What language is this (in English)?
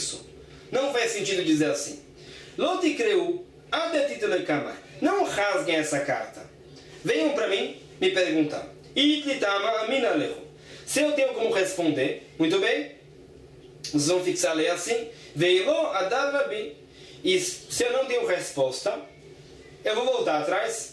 Portuguese